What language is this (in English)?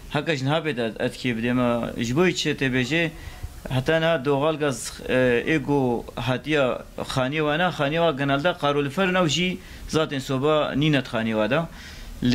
Kurdish